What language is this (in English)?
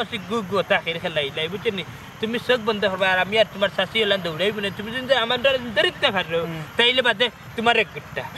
Sylheti